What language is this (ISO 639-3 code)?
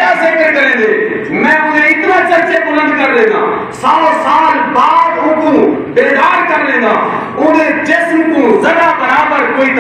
skr